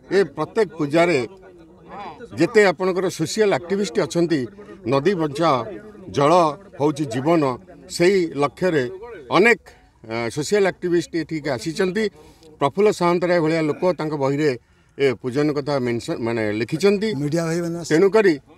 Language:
Odia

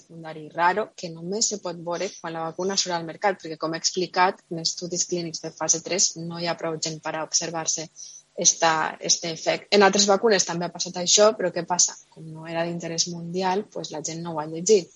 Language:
Catalan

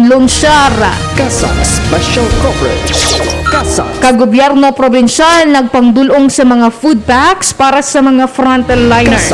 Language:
Hiligaynon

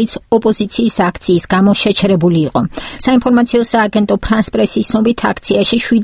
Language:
Georgian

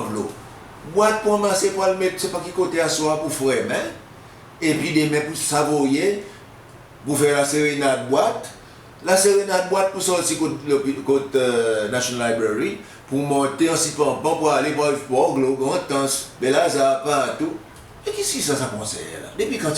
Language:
Seselwa Creole French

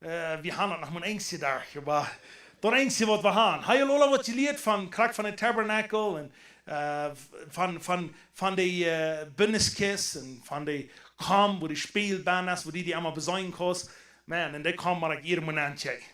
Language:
Plautdietsch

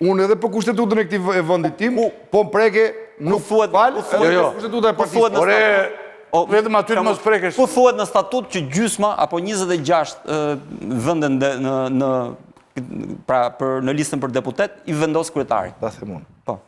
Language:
Albanian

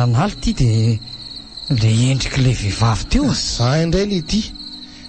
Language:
Malagasy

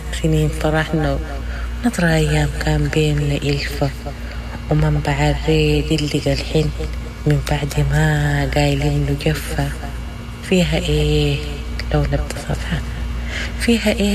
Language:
Sudanese Arabic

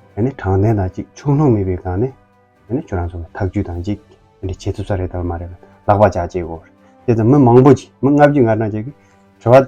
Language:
Tibetan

